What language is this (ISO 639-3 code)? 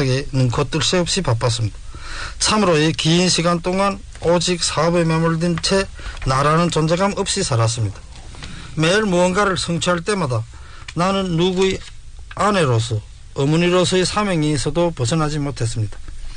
kor